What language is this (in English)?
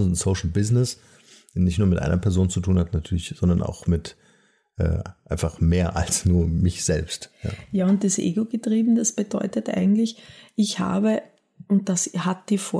German